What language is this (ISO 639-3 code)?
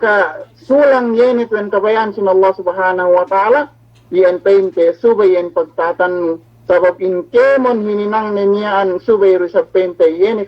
yka